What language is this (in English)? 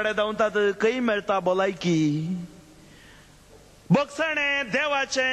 Konkani